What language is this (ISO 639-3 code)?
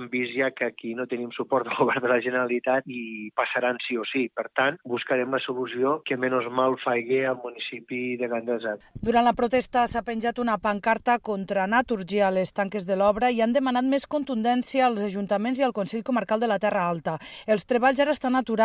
cat